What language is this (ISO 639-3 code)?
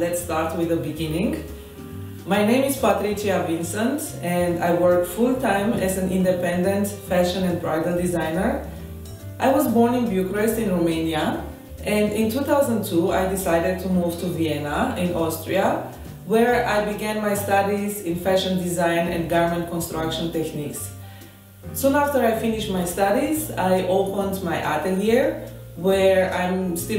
eng